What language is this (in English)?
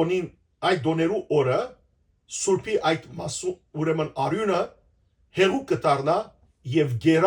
Western Armenian